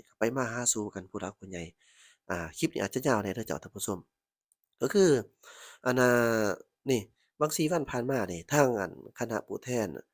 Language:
Lao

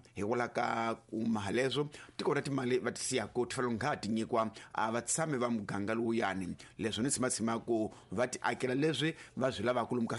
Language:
Tsonga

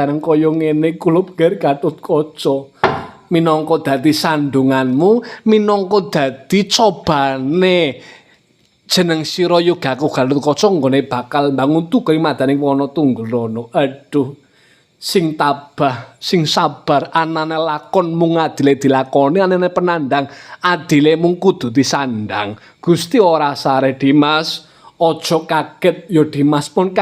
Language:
Javanese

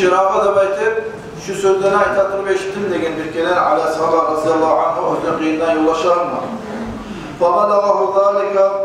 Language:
Kumyk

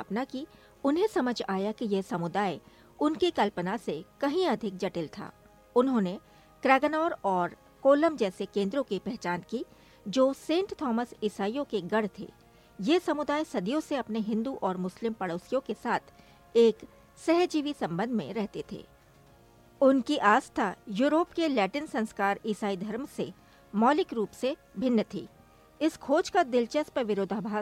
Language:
Hindi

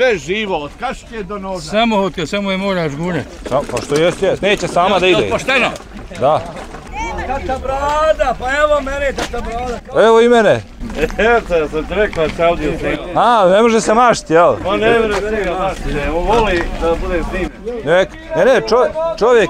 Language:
Bosnian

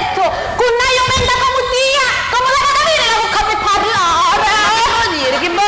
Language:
Sicilian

